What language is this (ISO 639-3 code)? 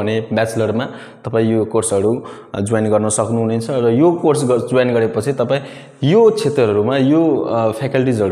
nep